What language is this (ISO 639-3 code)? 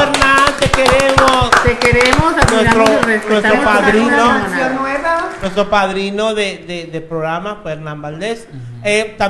spa